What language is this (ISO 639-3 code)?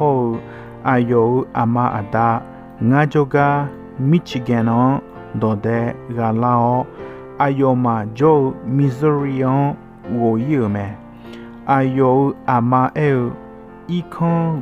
ahk